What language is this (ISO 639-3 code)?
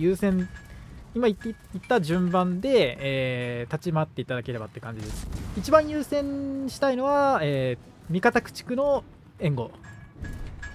jpn